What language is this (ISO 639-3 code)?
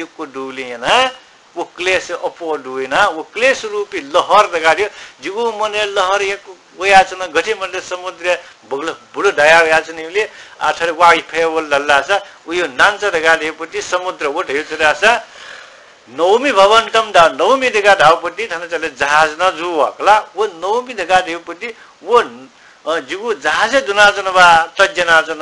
new